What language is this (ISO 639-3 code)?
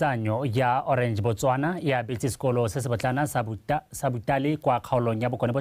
tsn